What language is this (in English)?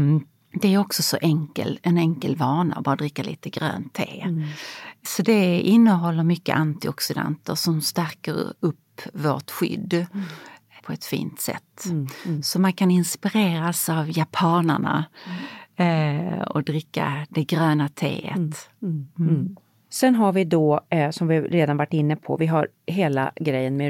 Swedish